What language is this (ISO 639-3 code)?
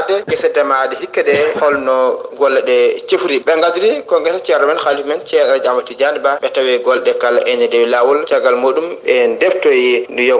ful